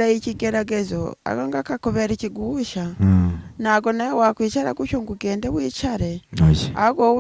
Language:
Kinyarwanda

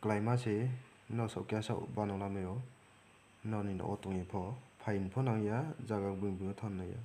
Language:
Riang (India)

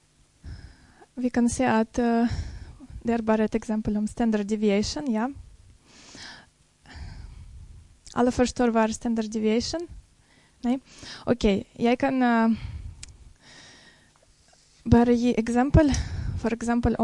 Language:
Norwegian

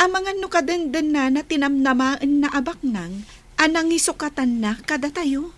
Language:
Iloko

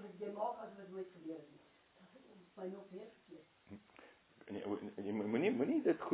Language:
Afrikaans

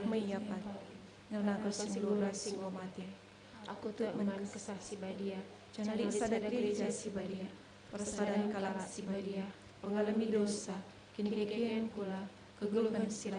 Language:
Batak Karo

